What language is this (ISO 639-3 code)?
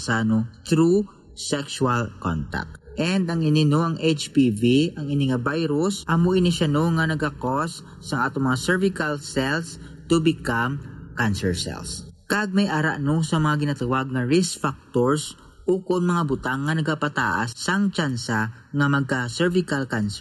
hil